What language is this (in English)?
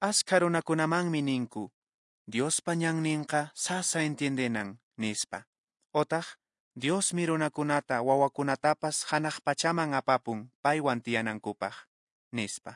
Quechua